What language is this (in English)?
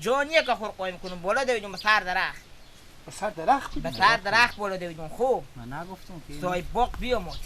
Persian